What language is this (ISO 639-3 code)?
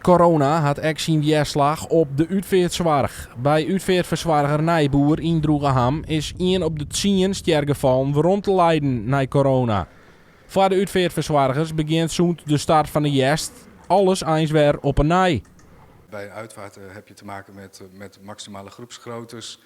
fry